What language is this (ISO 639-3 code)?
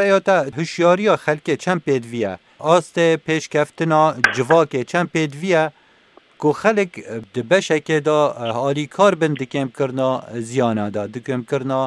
kur